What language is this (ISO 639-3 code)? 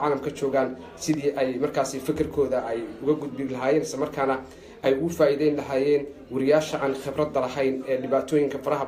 som